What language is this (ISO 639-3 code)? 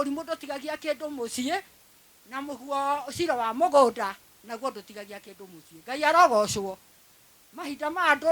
kik